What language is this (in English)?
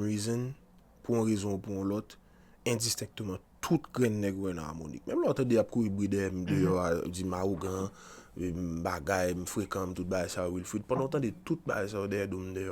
Haitian Creole